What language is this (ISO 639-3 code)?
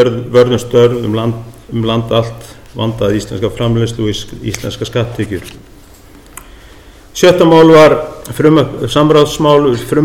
isl